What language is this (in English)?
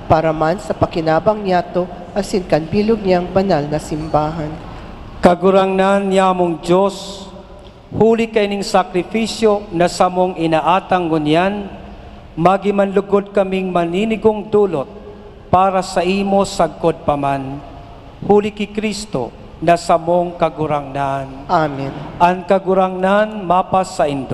Bikol